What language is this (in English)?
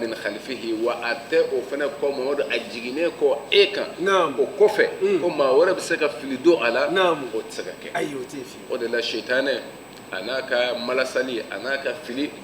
Bambara